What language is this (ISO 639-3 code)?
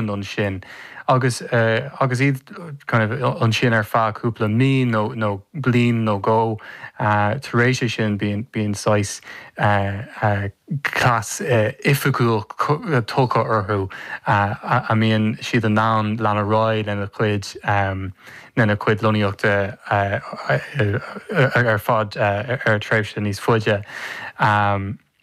gle